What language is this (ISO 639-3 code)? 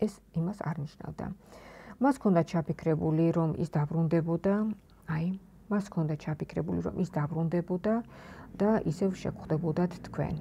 kat